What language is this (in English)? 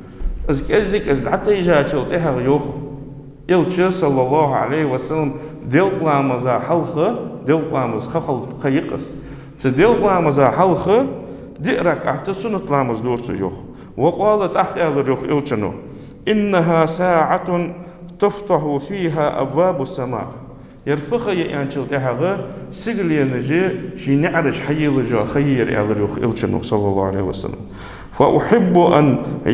Ingush